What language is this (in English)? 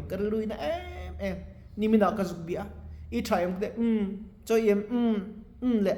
Mizo